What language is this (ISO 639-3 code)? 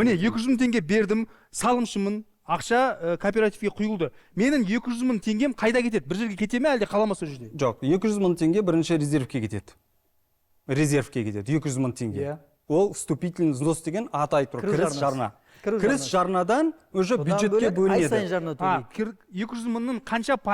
kaz